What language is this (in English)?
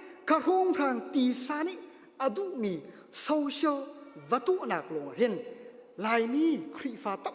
Hakha Chin